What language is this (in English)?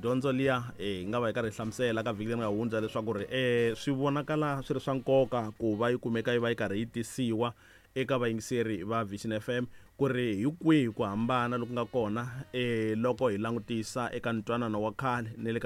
Tsonga